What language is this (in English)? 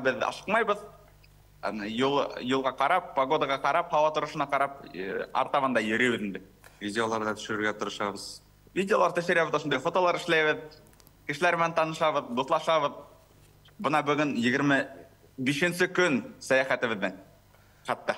Bashkir